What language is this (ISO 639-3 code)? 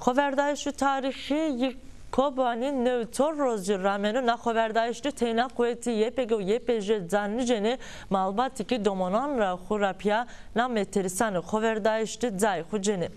zza